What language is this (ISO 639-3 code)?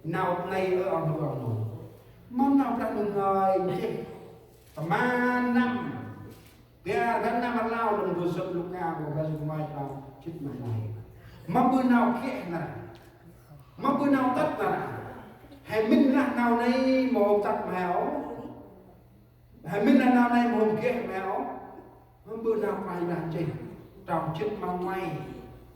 cmo